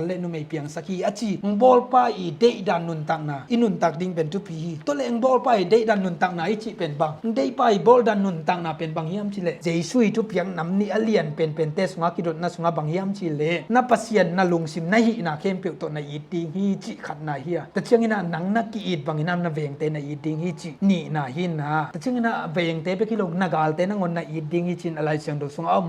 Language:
Tedim Chin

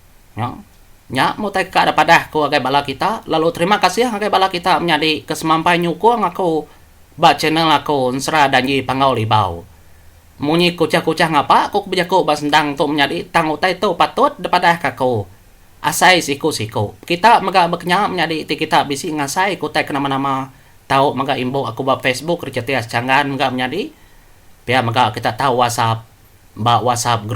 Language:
Iban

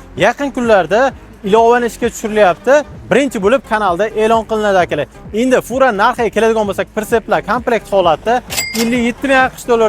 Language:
Uzbek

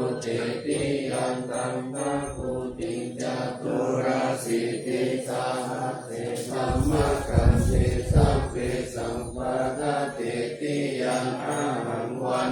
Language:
Pali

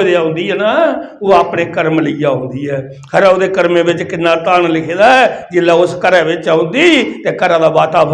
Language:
Dogri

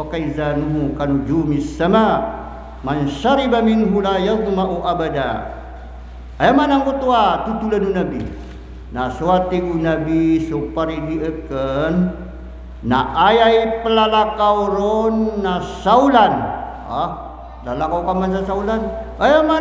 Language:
Maranao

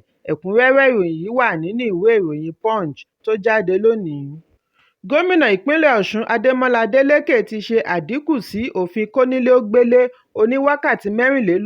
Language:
Yoruba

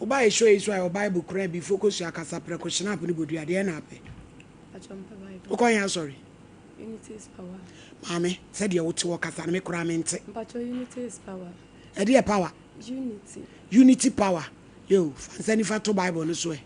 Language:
Akan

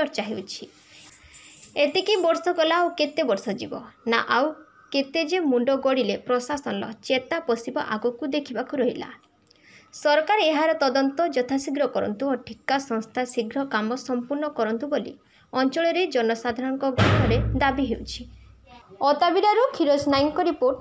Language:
Odia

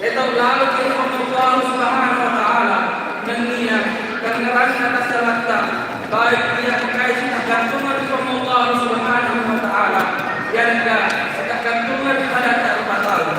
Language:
Buginese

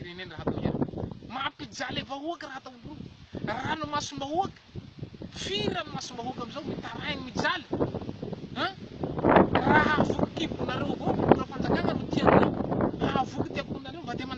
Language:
Malagasy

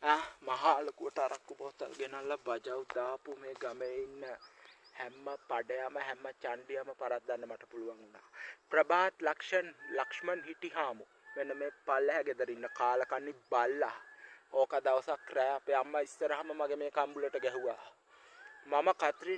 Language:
Sinhala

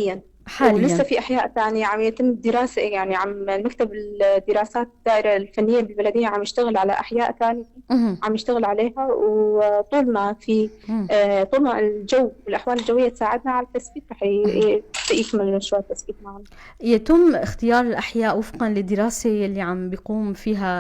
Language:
North Levantine Arabic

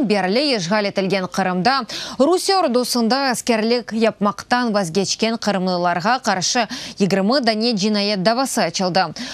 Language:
Crimean Tatar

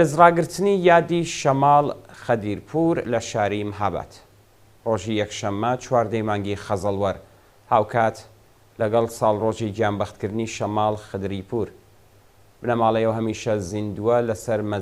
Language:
Central Kurdish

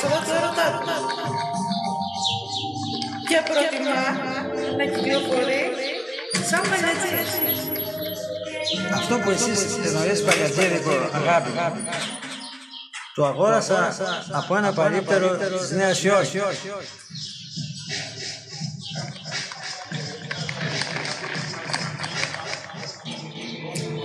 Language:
Greek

